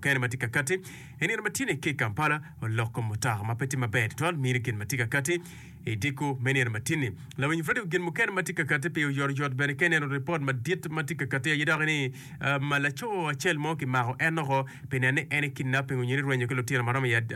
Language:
Acoli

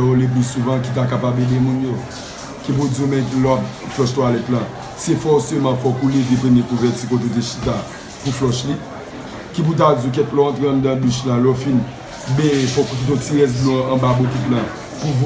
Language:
Haitian Creole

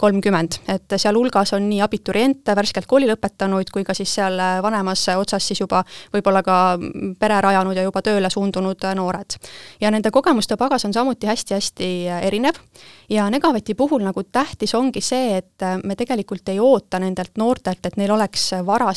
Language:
Estonian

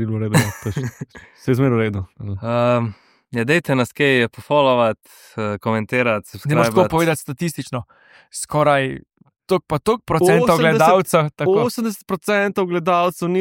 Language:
Slovenian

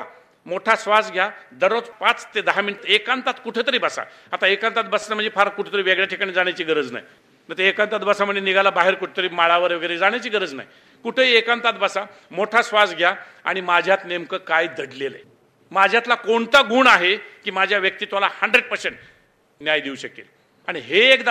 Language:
Marathi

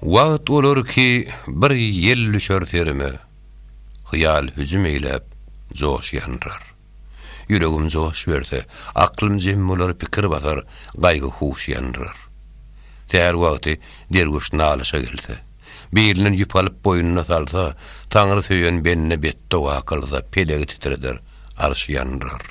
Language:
Turkmen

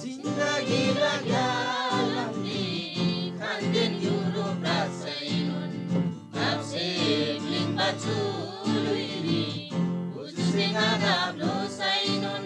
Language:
Eastern Tamang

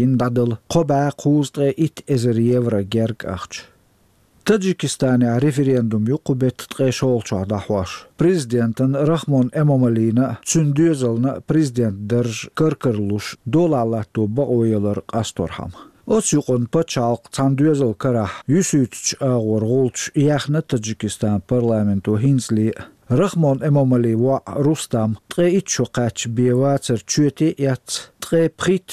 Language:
Chechen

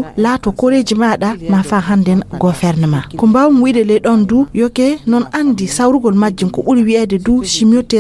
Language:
Fula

